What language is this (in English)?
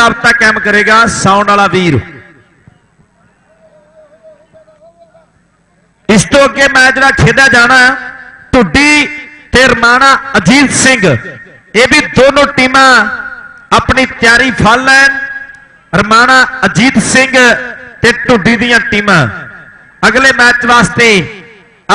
Punjabi